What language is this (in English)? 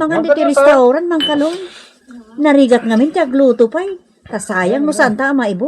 Iloko